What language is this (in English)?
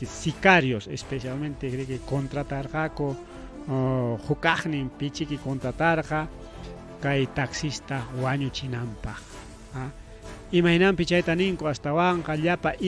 Ayacucho Quechua